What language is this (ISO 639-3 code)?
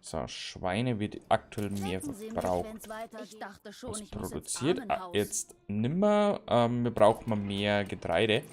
bar